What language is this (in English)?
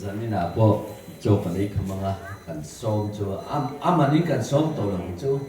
Mizo